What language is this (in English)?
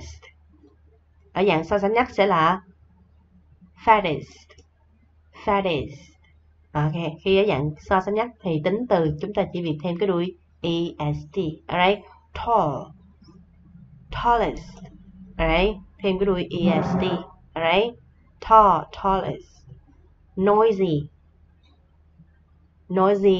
Vietnamese